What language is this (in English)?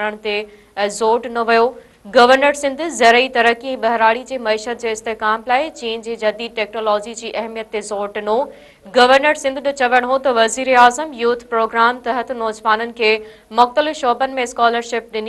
Sindhi